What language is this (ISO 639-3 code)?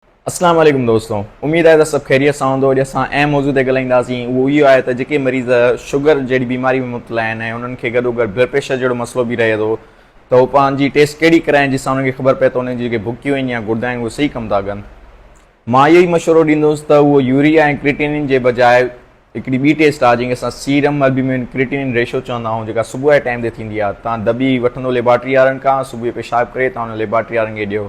snd